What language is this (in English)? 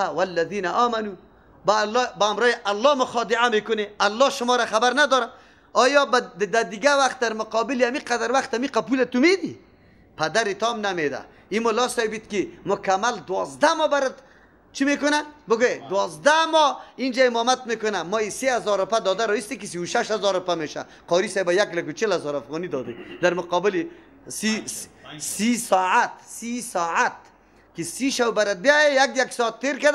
Persian